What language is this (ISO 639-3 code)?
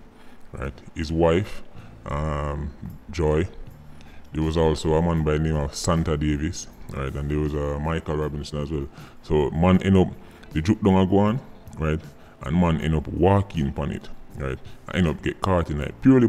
jam